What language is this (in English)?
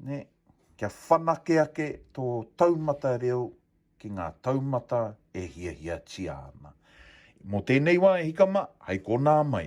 Māori